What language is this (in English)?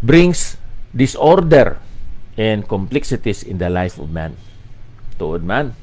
Hiligaynon